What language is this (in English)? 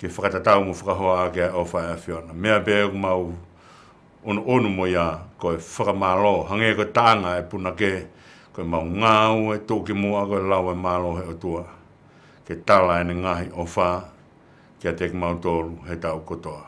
Tongan